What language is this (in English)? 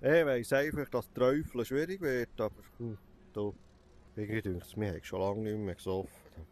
Swiss German